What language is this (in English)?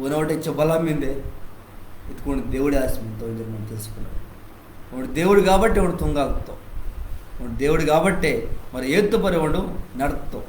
Koya